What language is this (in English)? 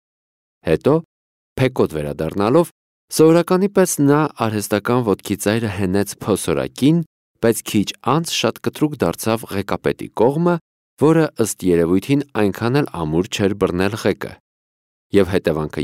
Armenian